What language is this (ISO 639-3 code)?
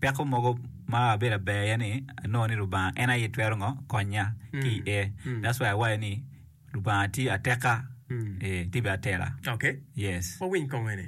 ach